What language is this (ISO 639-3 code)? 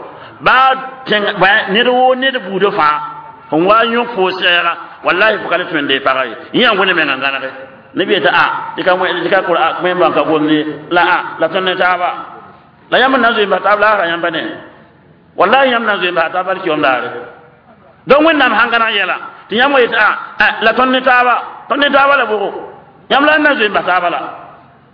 mos